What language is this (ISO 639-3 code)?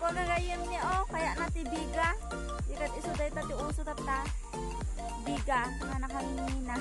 ilo